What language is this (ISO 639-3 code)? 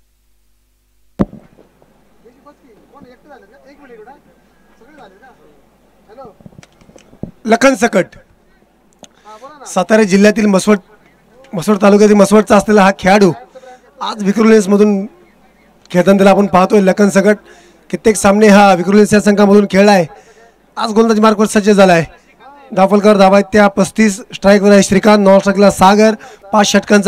mar